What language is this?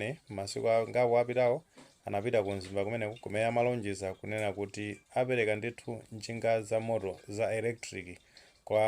Nyanja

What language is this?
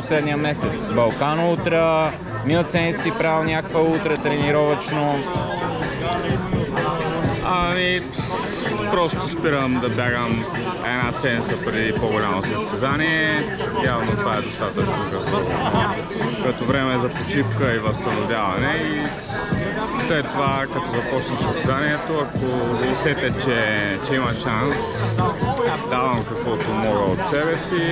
Bulgarian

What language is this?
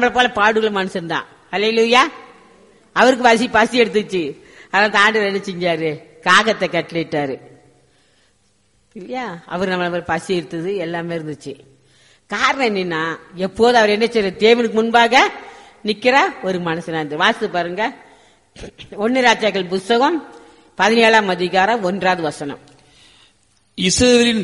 Tamil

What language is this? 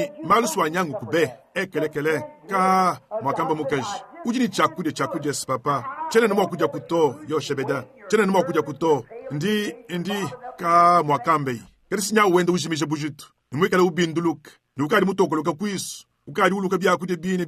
Luba-Lulua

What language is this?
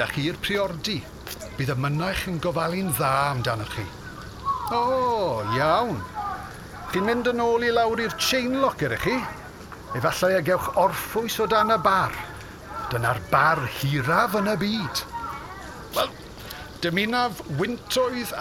Welsh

